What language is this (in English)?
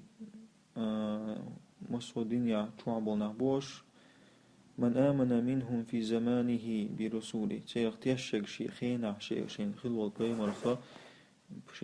Chechen